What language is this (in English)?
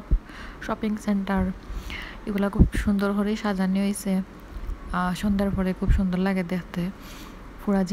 Bangla